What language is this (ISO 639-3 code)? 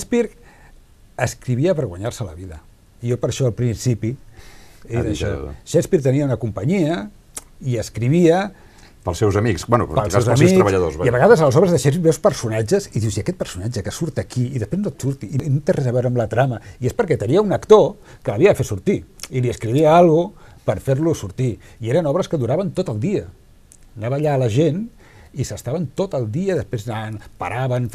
cat